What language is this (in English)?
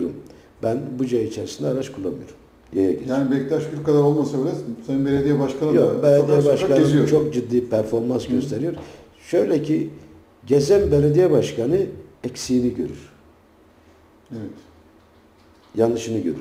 Turkish